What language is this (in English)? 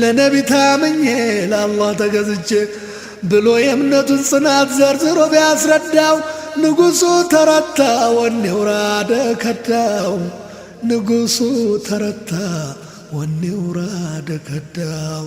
Amharic